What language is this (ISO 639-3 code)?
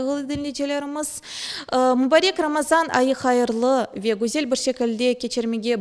crh